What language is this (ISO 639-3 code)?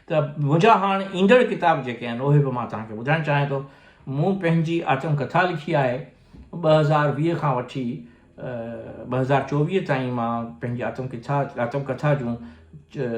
snd